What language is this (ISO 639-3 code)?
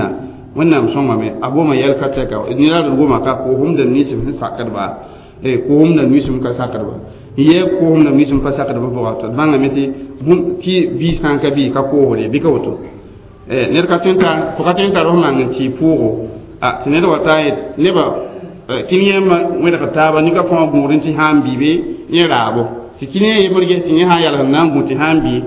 mos